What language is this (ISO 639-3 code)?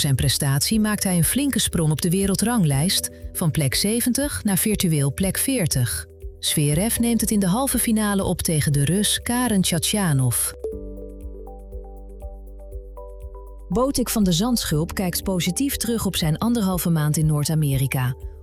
nld